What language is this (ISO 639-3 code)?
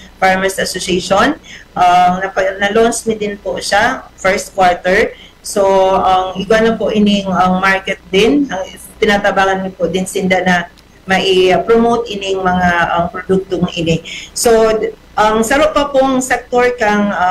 bik